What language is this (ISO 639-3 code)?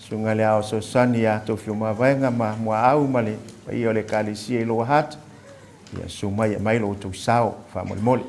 smo